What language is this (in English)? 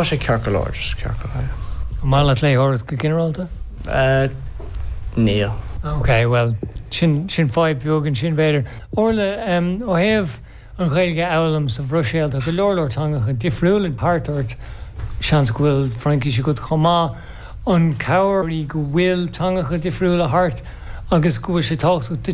Irish